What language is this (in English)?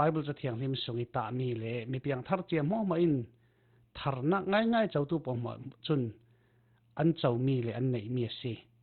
Falam Chin